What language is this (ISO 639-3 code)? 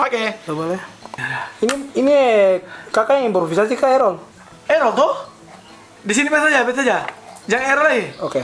abs